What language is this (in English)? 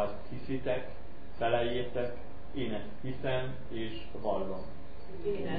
Hungarian